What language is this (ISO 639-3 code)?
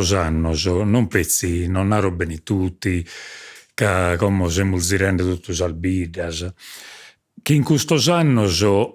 srd